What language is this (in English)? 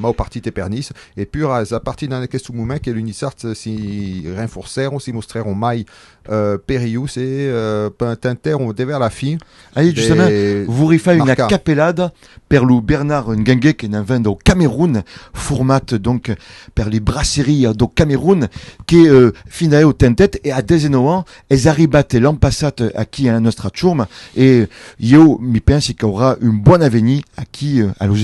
Occitan